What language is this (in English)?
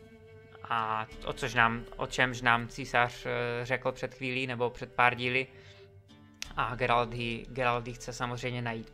Czech